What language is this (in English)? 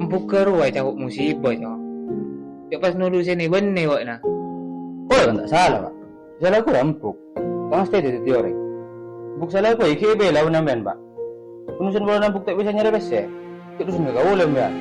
Madurese